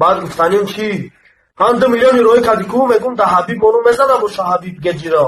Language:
Tajik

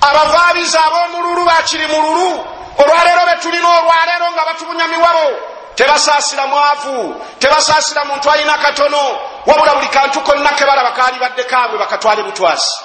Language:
Ganda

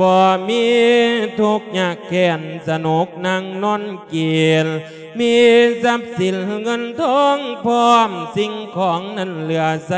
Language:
Lao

